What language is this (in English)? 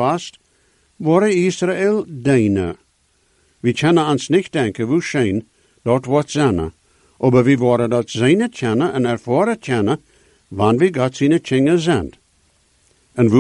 Dutch